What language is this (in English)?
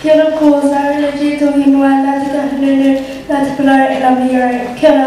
Māori